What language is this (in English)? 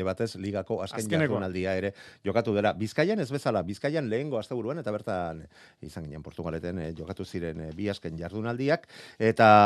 Basque